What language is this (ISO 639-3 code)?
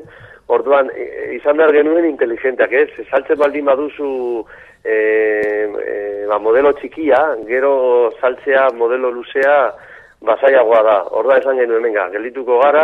eus